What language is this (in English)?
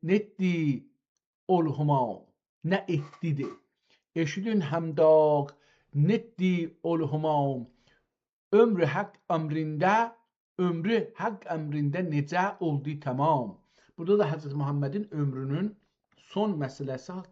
South Azerbaijani